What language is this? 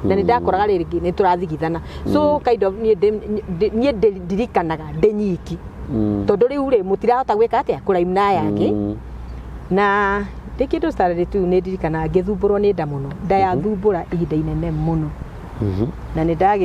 Kikuyu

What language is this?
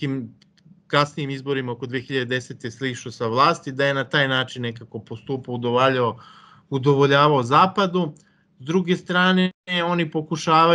Serbian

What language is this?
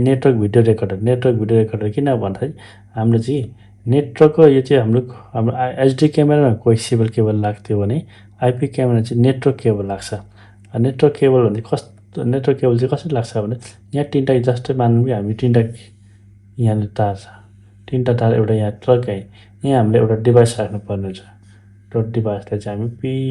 Nepali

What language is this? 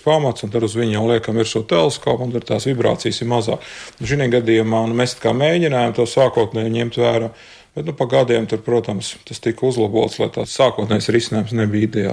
Latvian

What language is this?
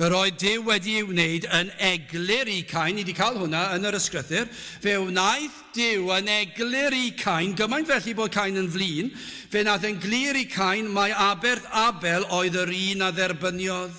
Welsh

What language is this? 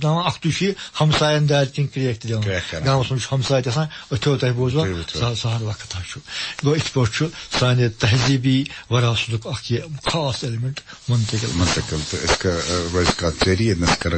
Kashmiri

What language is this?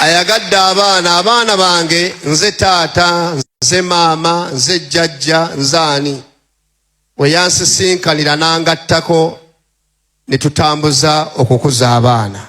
Ganda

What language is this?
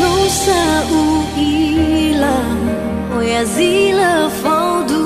Nias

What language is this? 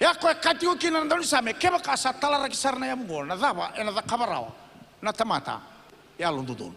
Fijian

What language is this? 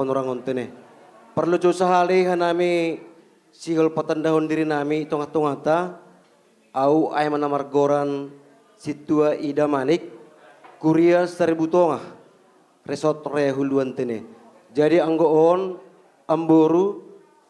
Batak Simalungun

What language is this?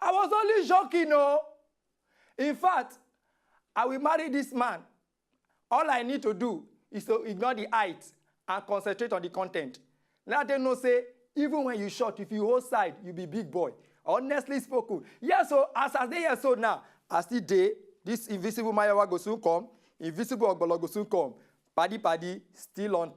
Nigerian Pidgin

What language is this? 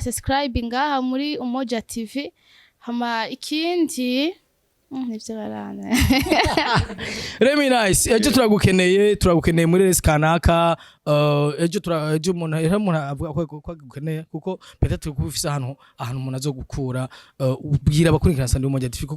Rundi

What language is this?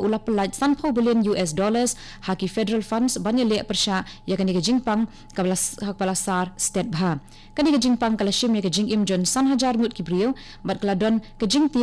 Khasi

